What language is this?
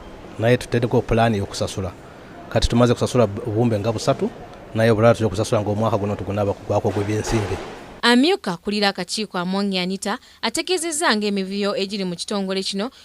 Ganda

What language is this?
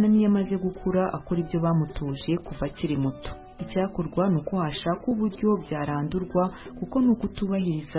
Kinyarwanda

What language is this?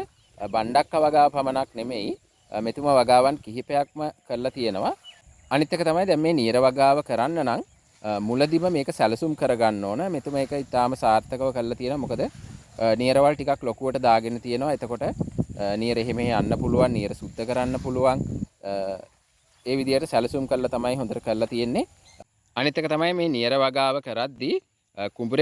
Sinhala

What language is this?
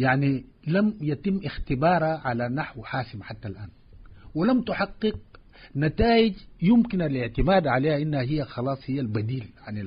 Sudanese Arabic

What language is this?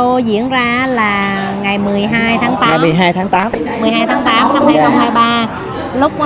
Vietnamese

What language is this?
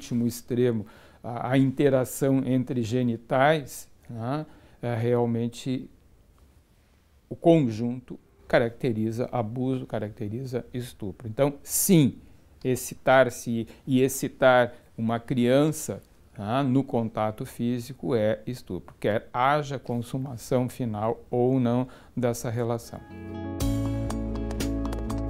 Portuguese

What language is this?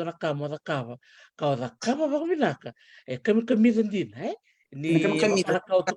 Fijian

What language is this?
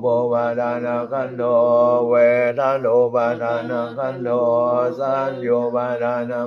Pali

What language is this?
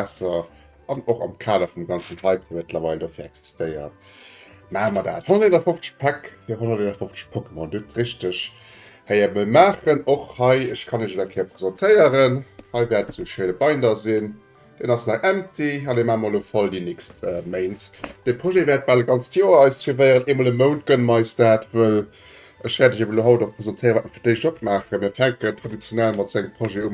Luxembourgish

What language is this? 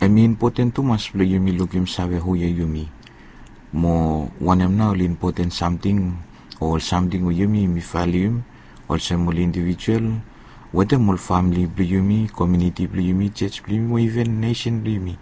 Bislama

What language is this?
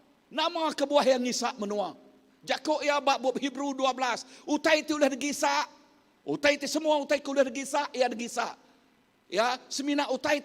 Iban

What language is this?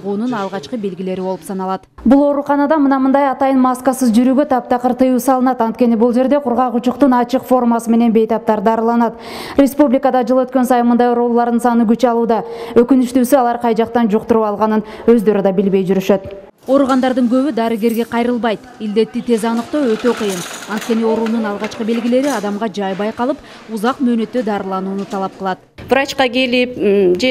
Kyrgyz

